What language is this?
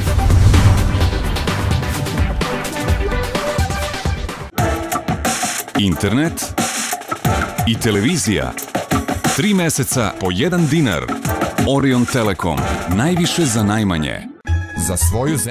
Serbian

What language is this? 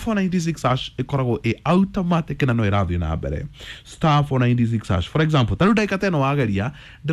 Kikuyu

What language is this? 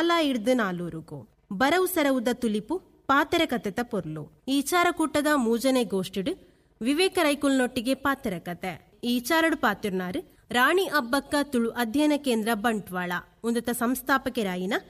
Tulu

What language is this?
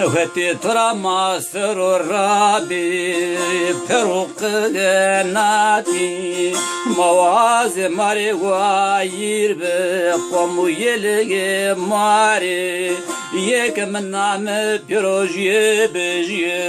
Zaza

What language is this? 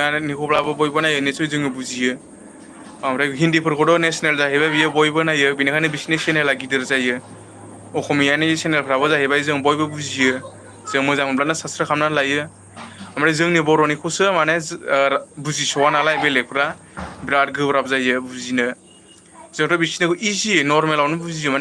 Bodo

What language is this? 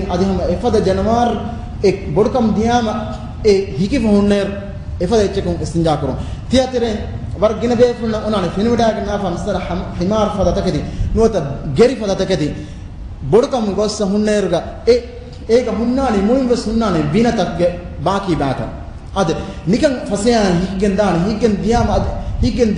Divehi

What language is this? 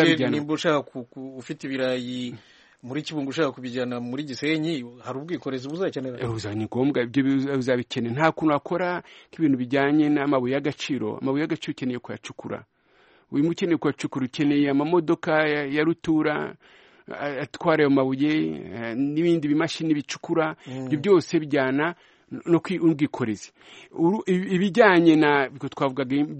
Kinyarwanda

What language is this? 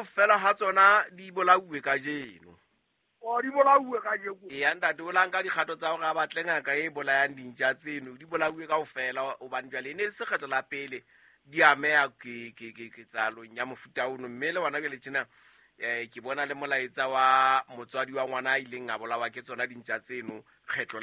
Southern Sotho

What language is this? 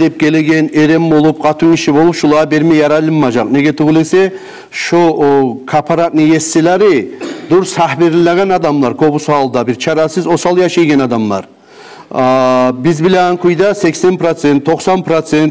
Kumyk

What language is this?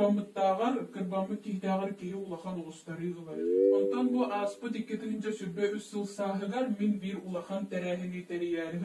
Yakut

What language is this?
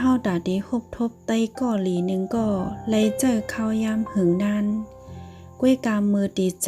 Shan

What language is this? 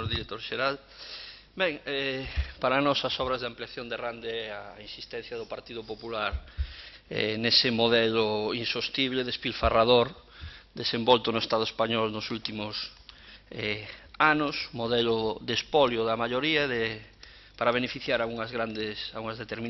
Galician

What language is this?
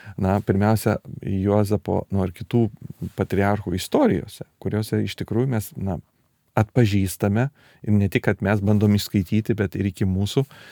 Lithuanian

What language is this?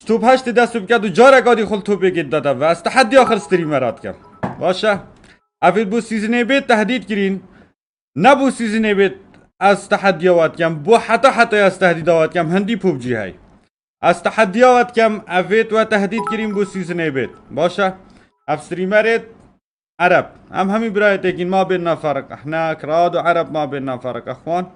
Kurdish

